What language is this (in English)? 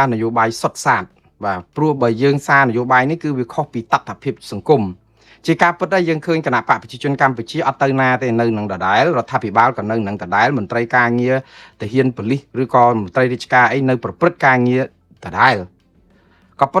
Khmer